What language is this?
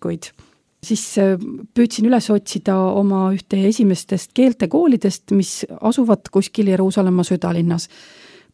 Estonian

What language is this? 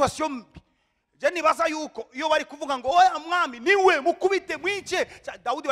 Rundi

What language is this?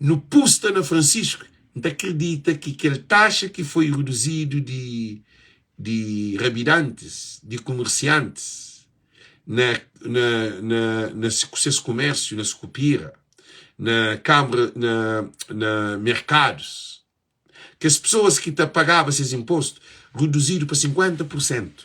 Kabuverdianu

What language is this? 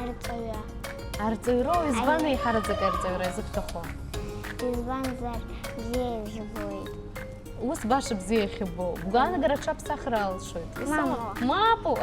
Abkhazian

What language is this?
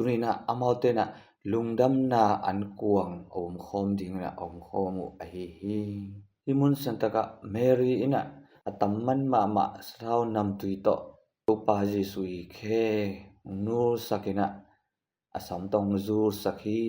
Tedim Chin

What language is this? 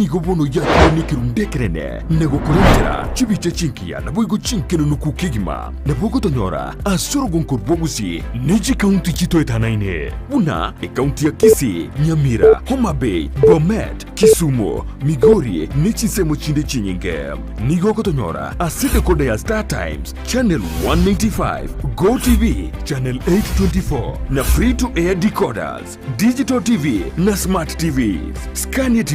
Gusii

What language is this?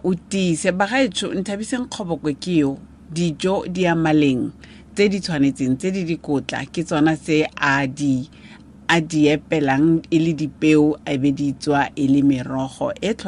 Tswana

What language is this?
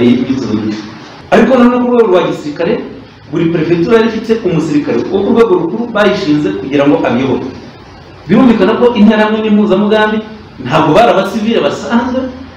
Kinyarwanda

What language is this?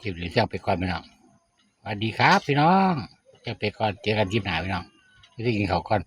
Northeastern Thai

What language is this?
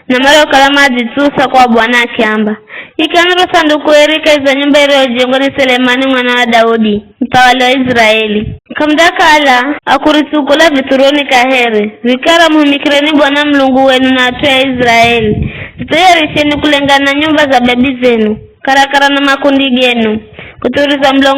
Giryama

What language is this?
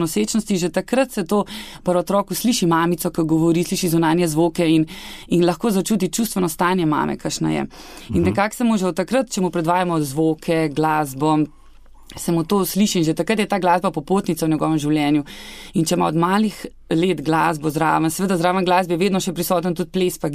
Slovenian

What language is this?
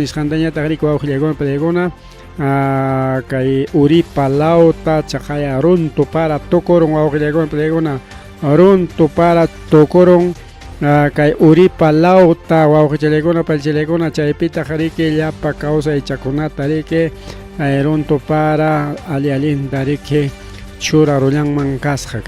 Ayacucho Quechua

